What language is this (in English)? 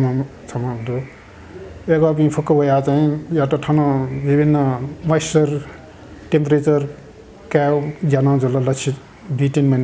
Newari